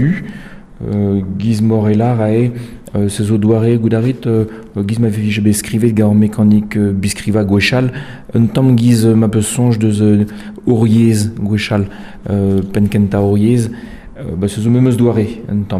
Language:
Breton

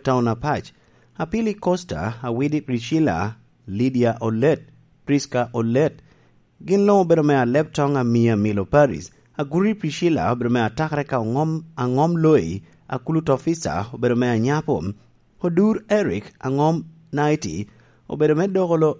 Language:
Lango (Uganda)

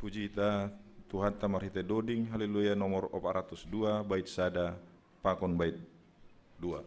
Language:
Batak Simalungun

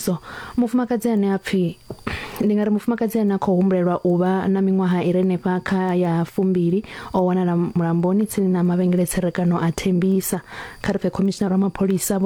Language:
Venda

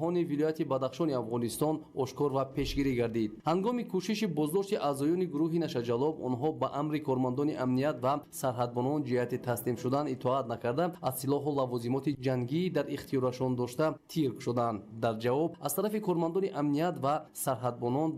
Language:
Tajik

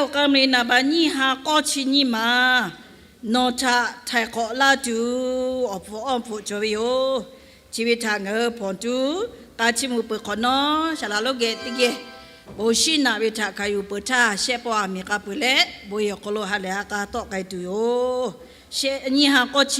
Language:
Lahu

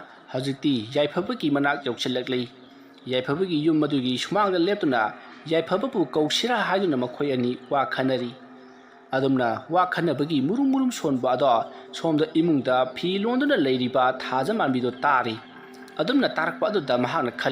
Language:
Manipuri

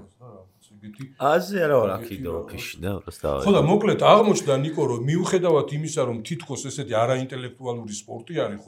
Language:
Georgian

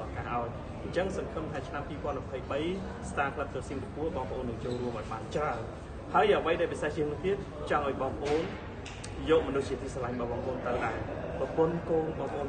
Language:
Khmer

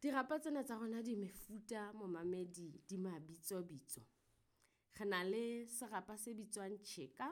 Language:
Southern Sotho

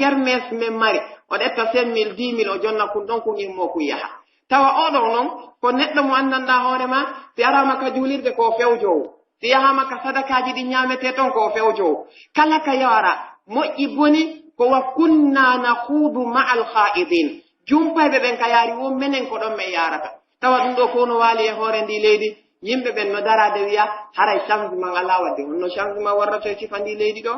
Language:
Pular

